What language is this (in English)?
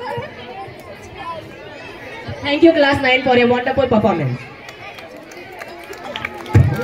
Hindi